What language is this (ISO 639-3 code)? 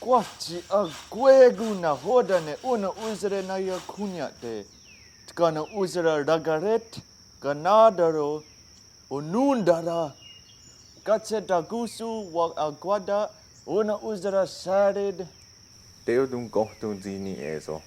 moh